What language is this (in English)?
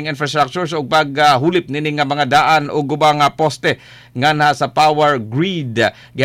Cebuano